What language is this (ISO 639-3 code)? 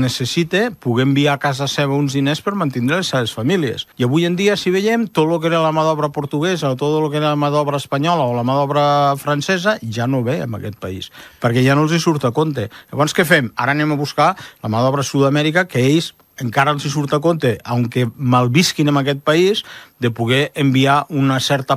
cat